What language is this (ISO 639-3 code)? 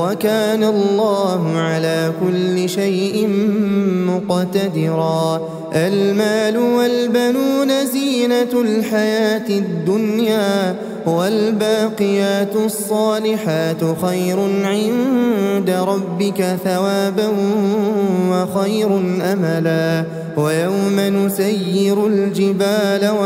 ara